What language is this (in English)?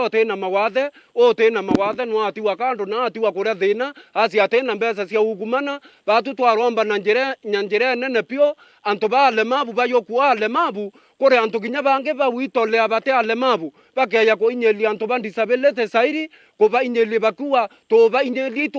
Meru